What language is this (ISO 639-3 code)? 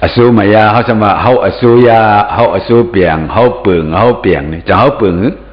shn